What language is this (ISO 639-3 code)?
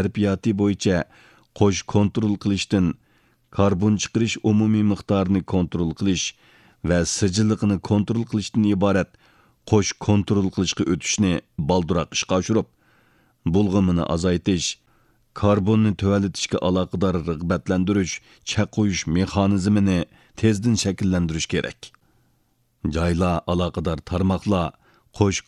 uig